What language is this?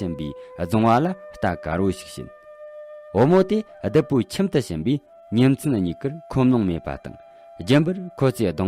Tibetan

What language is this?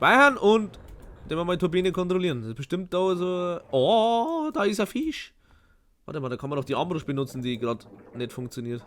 Bavarian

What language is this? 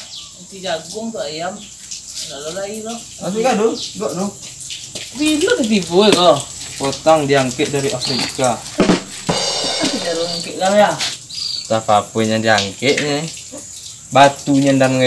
Minangkabau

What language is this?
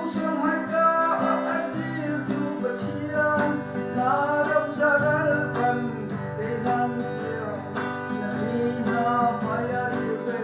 Hakha Chin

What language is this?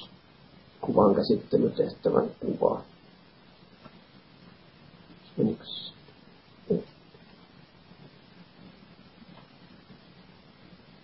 Finnish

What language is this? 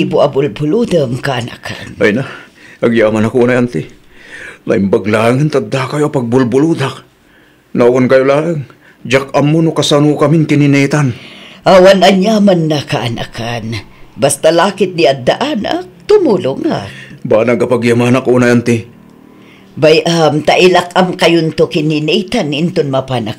Iloko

